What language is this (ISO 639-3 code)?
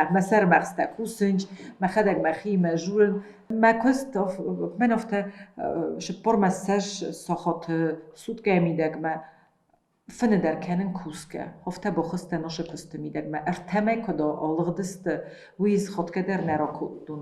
oss